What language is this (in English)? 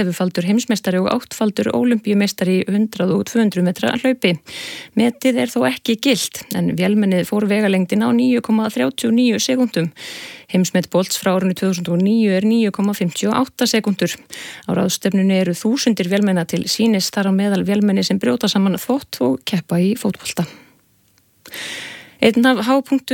Icelandic